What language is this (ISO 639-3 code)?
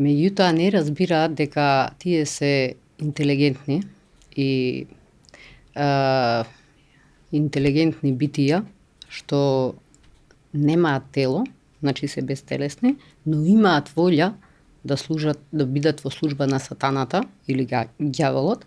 mkd